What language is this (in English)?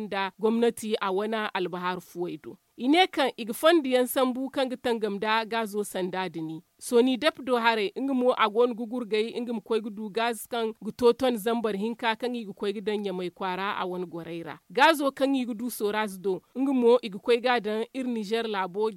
Zarma